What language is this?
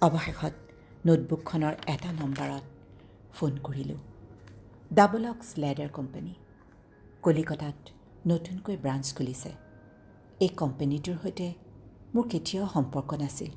Assamese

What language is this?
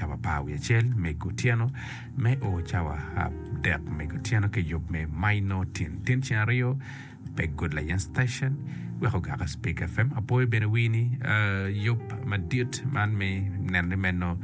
Acoli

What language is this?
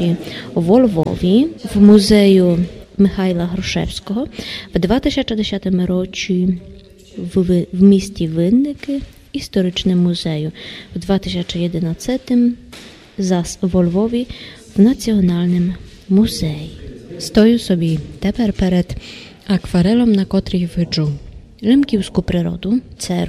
Rusyn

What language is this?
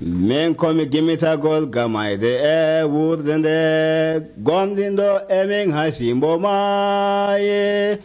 Nigerian Fulfulde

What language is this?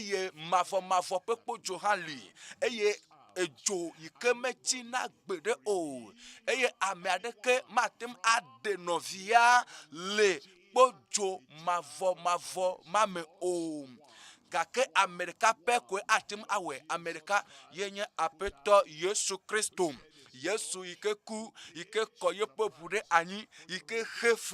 Ewe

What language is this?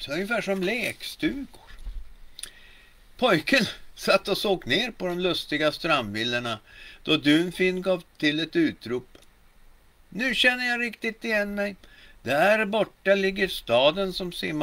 Swedish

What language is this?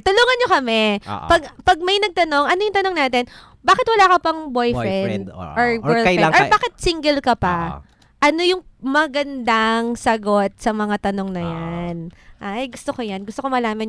Filipino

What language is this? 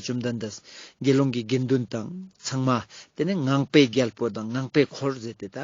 Ladakhi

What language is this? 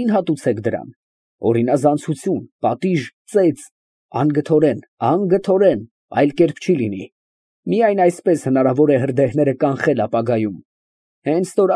Armenian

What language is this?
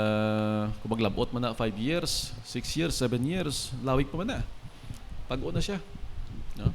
Hiligaynon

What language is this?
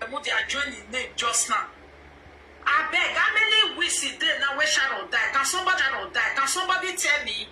Nigerian Pidgin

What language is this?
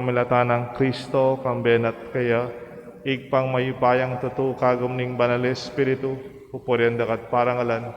Pampanga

